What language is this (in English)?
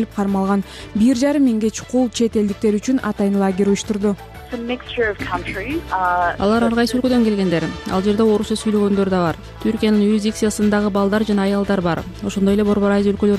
Kyrgyz